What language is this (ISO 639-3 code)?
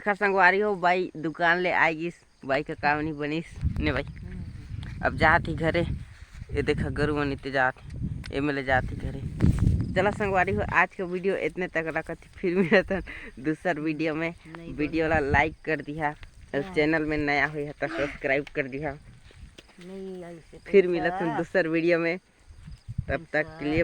hne